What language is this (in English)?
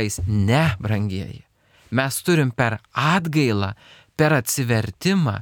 Lithuanian